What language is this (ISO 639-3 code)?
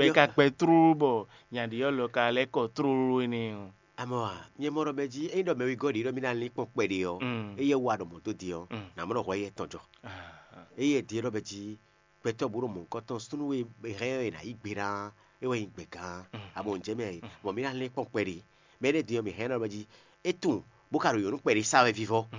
fon